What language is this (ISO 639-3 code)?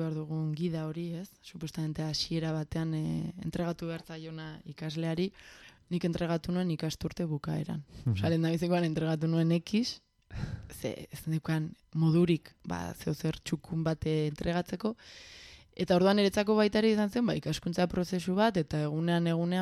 eus